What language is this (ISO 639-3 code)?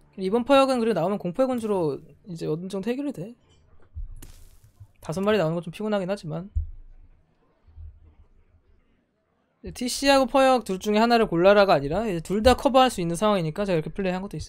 kor